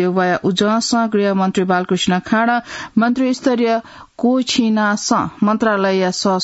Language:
Newari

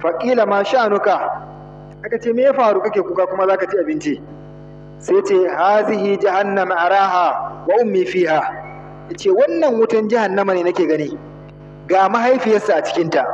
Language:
Hausa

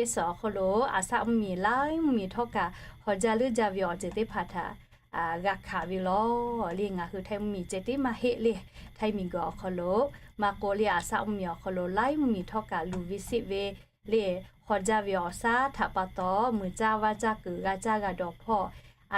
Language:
Lahu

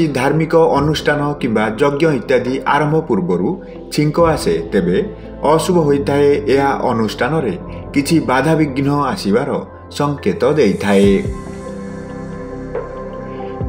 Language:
Odia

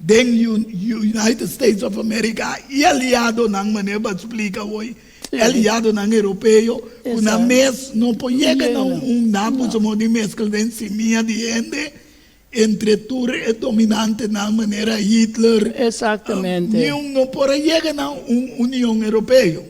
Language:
Papiamento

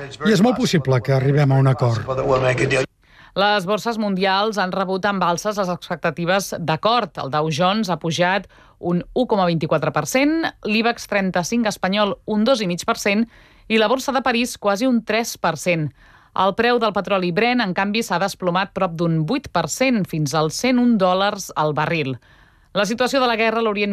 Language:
Catalan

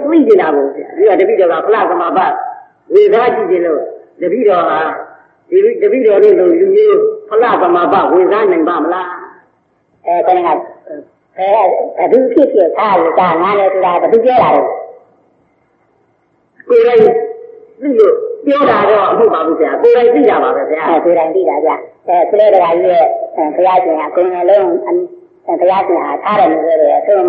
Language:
Burmese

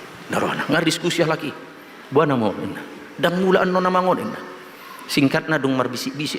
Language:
Batak Toba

